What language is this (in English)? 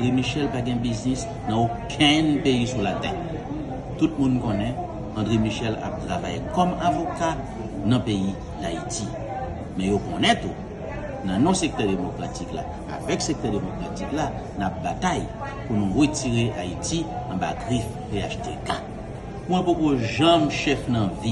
Haitian Creole